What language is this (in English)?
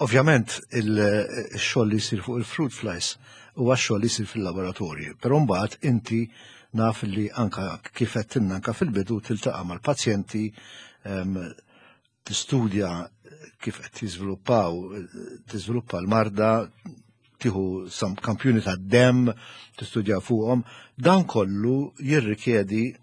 Maltese